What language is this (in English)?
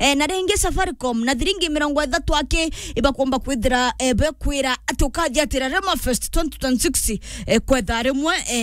Meru